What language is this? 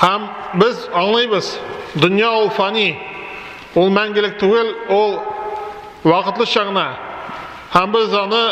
Tatar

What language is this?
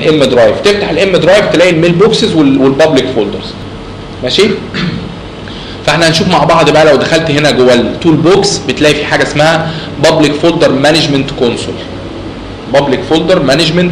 Egyptian Arabic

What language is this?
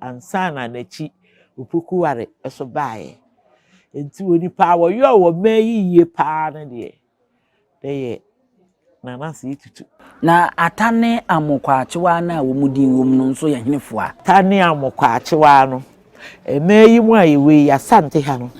Akan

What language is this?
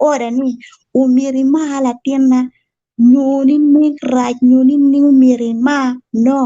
Acoli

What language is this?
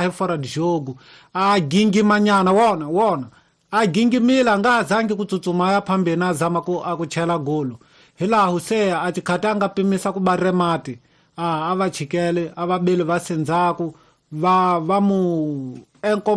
Tsonga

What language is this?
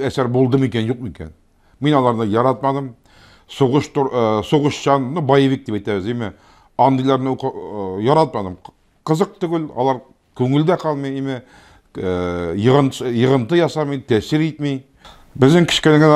Tatar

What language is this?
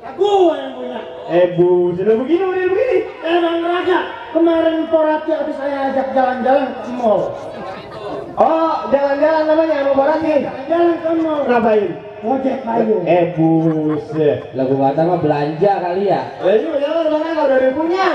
Betawi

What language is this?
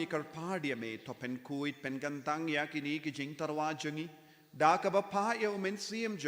Khasi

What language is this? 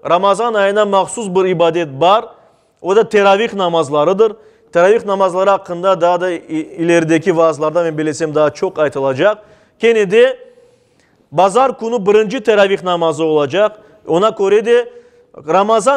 Crimean Tatar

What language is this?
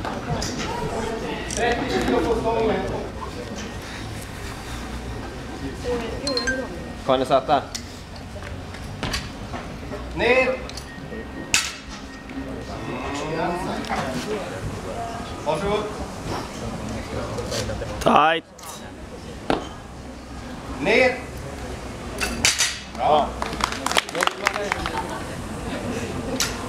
Swedish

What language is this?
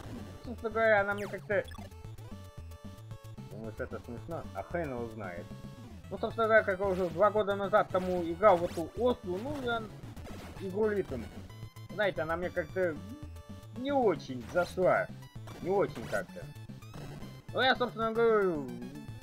Russian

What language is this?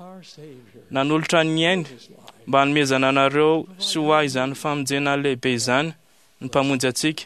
Malagasy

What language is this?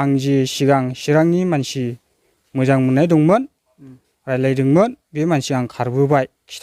Bodo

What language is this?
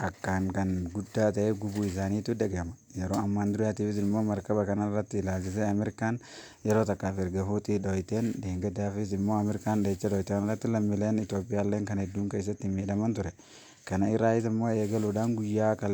Oromo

